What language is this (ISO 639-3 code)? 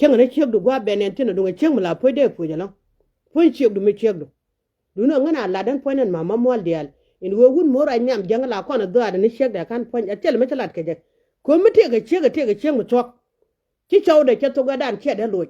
nus